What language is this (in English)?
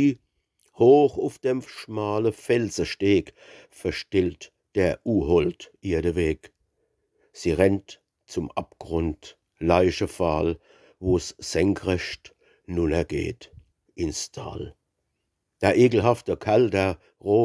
Palatine German